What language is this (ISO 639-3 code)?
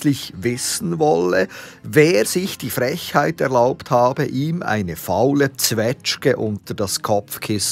gsw